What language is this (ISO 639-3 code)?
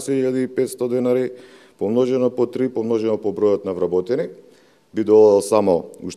mkd